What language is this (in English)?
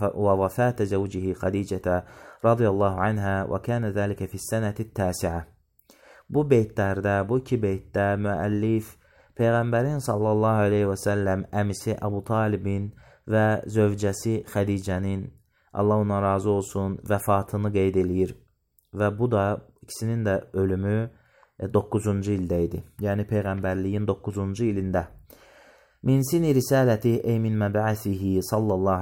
Azerbaijani